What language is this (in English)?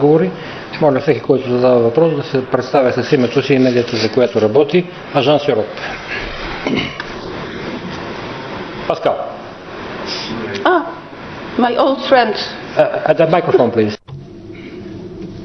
Bulgarian